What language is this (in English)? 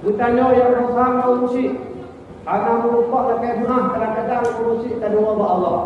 Achinese